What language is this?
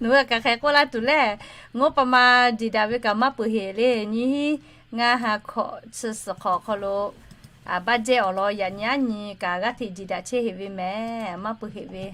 Lahu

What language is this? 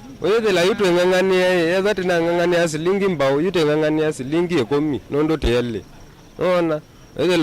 Kamba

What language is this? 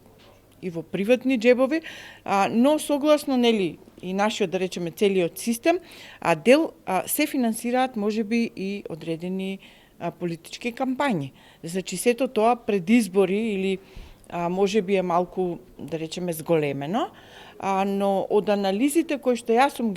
Macedonian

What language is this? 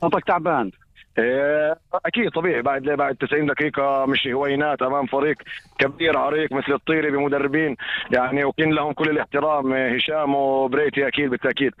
North Levantine Arabic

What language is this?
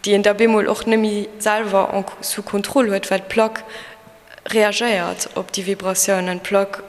Luxembourgish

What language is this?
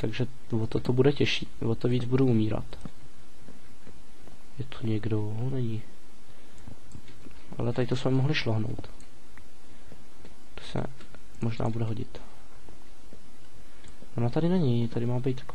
Czech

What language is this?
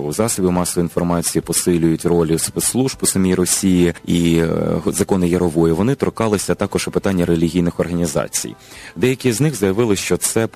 Ukrainian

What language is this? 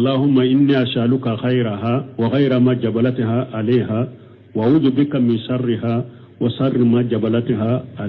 Bambara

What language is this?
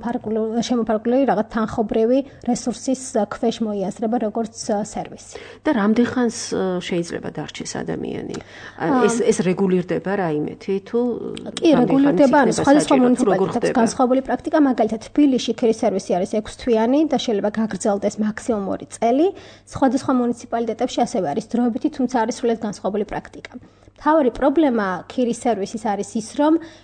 Georgian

